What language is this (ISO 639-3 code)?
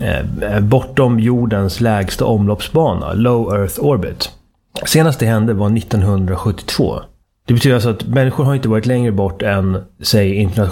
swe